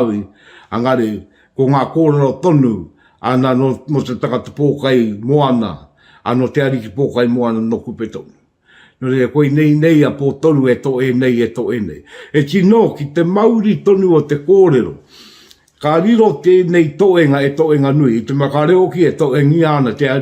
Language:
Māori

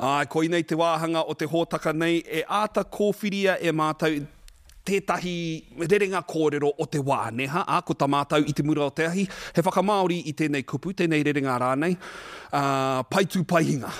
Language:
Māori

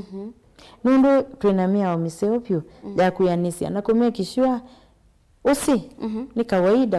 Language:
Kamba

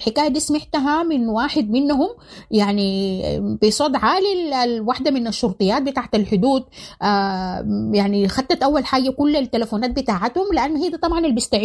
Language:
Sudanese Arabic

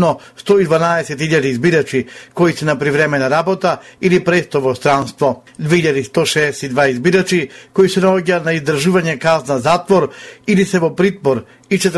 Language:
Macedonian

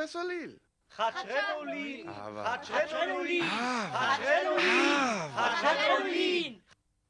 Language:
Sinte Romani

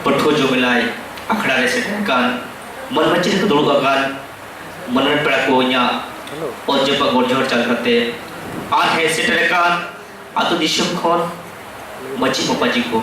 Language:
Santali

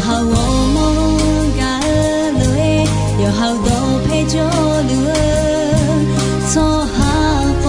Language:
Akha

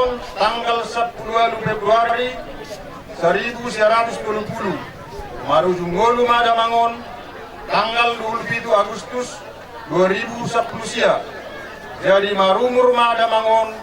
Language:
Batak Toba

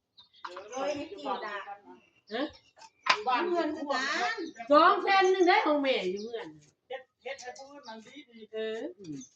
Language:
Northeastern Thai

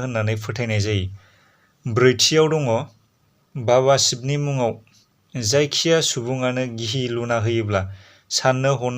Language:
Bodo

